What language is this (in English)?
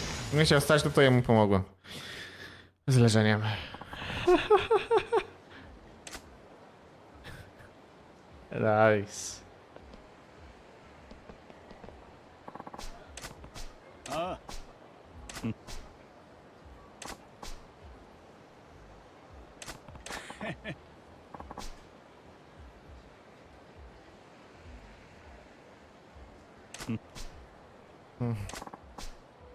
Polish